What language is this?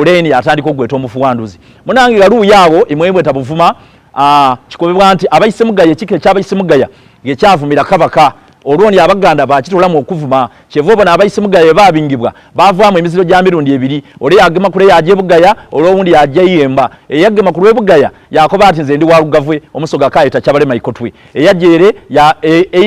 Soga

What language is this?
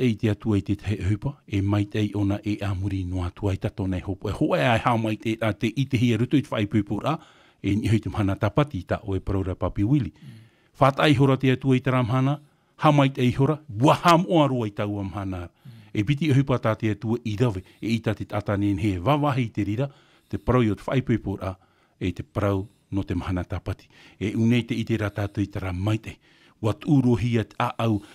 Tahitian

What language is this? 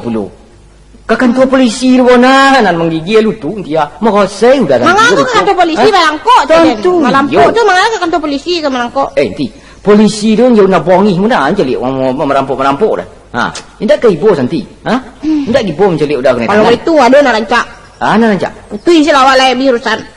Minangkabau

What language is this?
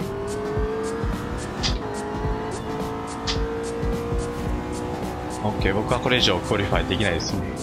Japanese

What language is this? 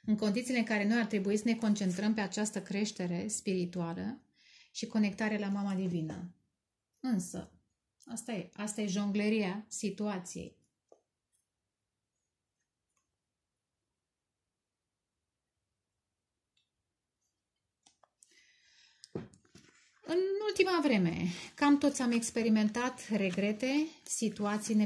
Romanian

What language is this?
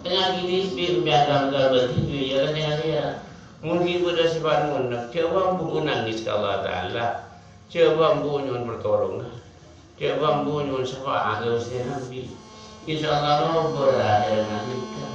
Madurese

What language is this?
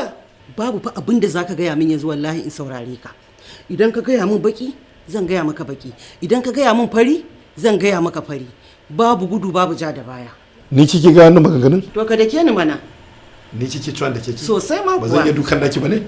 Hausa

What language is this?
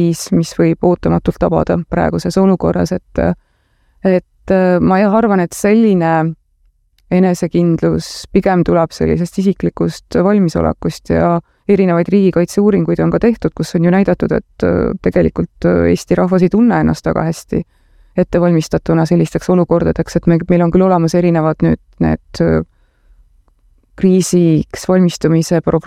Estonian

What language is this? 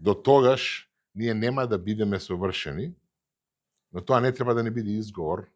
Macedonian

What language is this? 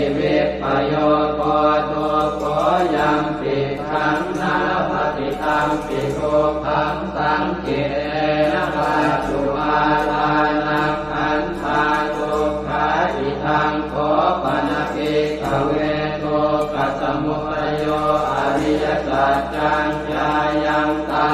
Pali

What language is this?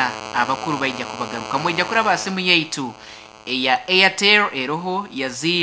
Nyankole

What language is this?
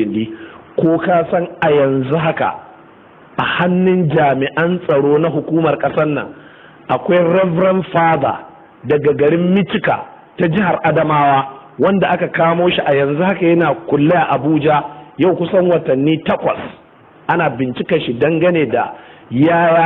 Hausa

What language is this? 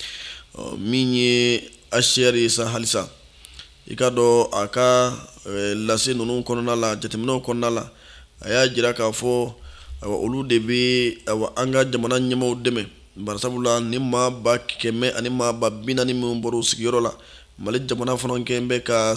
Bambara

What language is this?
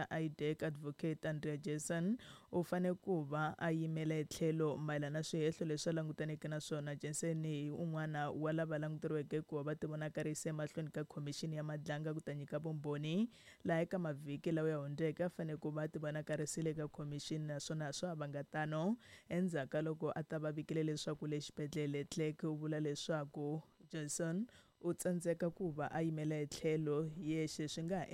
Tsonga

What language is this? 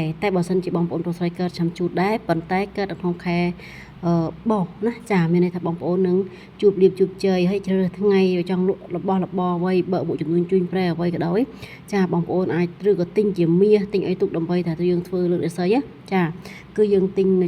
Khmer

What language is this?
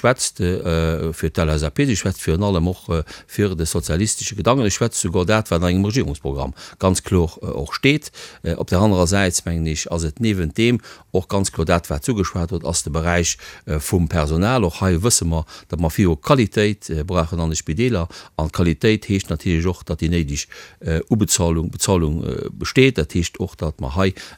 Luxembourgish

